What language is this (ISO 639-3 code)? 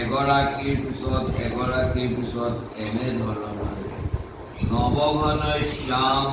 asm